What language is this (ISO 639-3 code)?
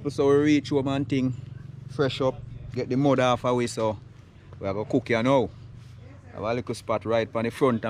jam